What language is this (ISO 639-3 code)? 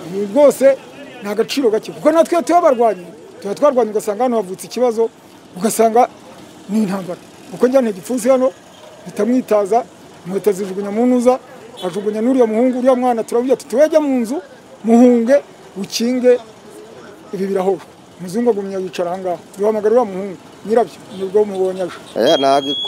kin